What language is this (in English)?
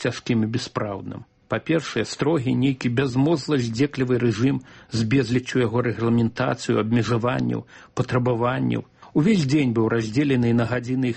Belarusian